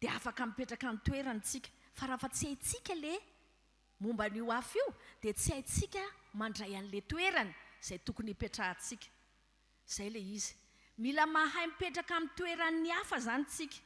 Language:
Malagasy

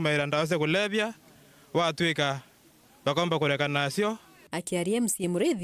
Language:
Meru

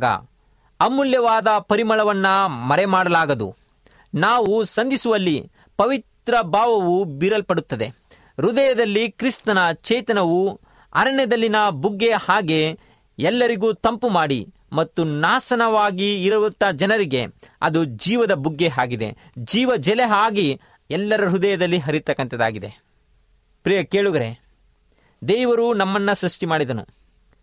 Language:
Kannada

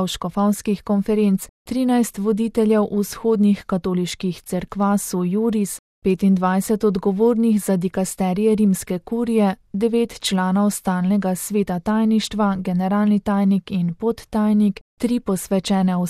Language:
Slovenian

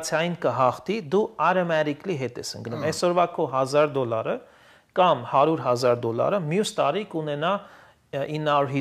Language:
Armenian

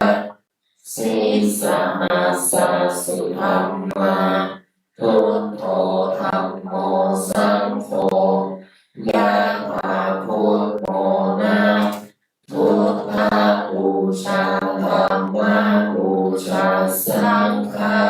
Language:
Pali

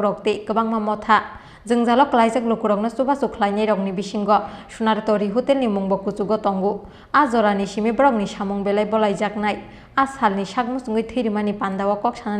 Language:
Kok Borok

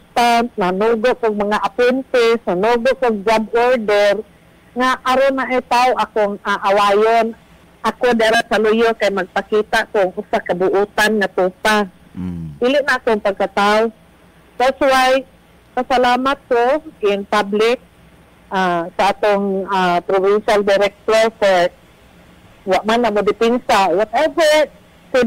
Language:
Cebuano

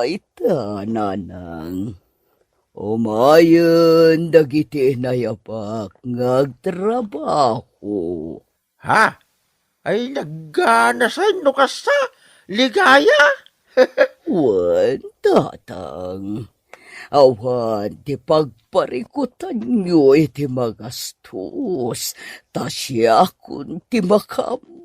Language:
Iloko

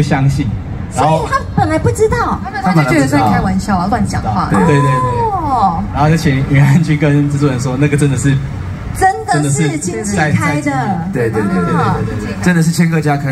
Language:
Chinese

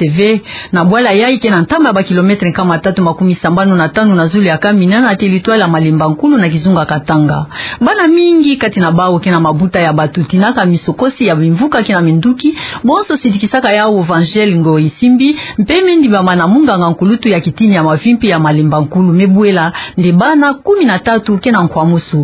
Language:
Kituba (Democratic Republic of Congo)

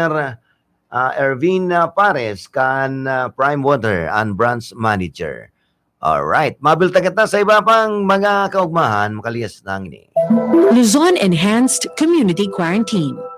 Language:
Bikol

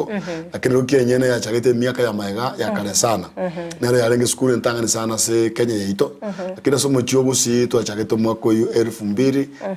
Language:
Gusii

